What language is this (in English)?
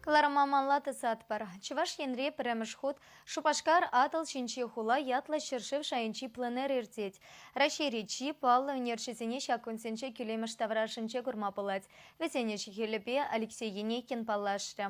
Chuvash